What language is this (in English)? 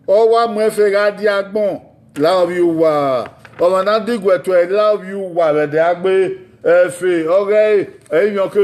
Bini